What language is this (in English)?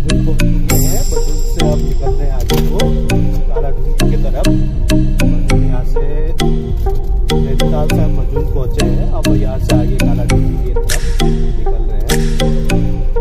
Hindi